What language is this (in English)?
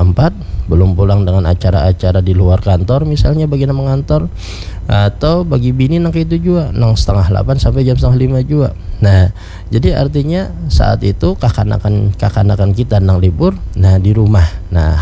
Banjar